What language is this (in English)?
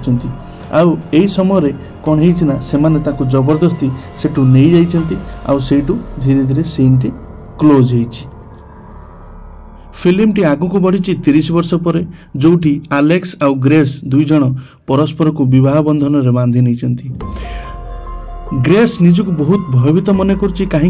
Odia